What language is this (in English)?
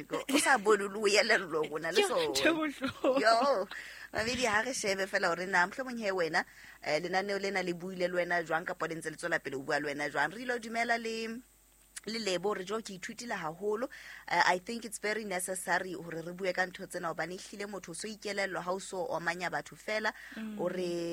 Southern Sotho